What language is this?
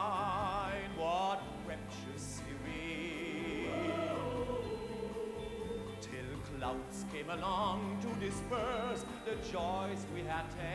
English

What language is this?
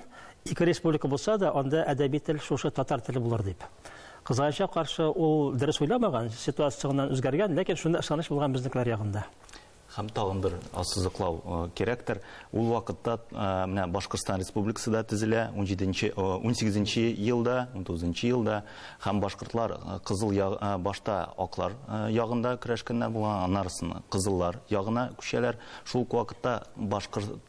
Tatar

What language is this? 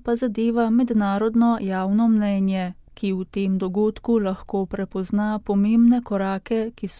Slovenian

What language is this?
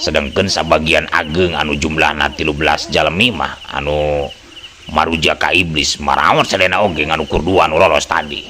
Sundanese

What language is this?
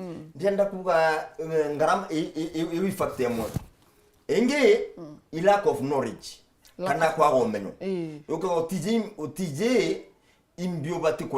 Meru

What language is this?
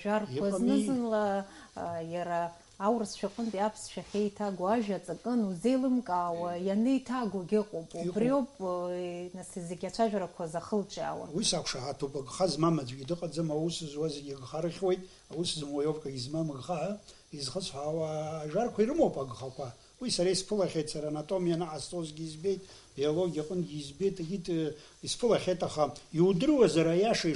Abkhazian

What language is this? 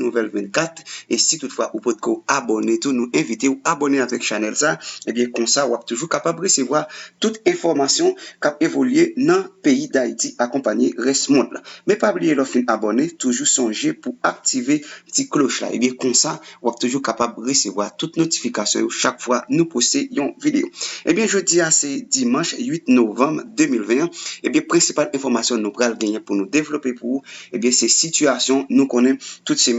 Haitian Creole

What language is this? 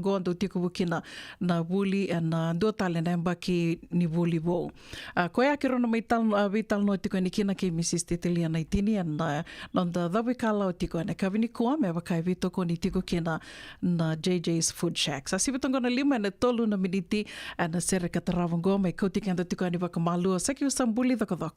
Fijian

